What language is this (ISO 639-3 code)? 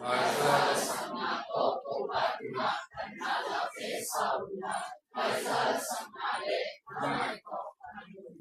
ctd